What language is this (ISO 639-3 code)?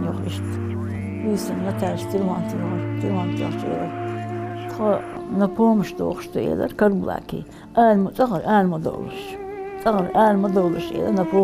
inh